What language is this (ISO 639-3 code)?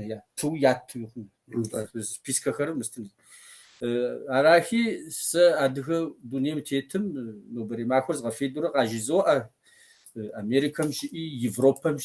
kbd